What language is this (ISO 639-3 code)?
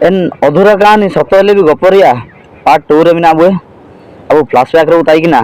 hoc